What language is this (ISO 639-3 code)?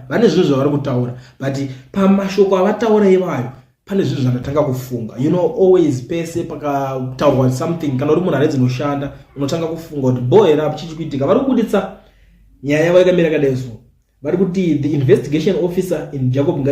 sna